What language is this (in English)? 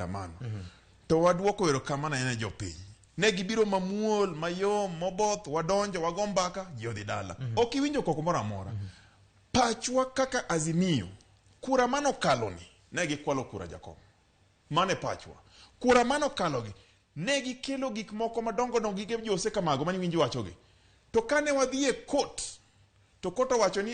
Luo (Kenya and Tanzania)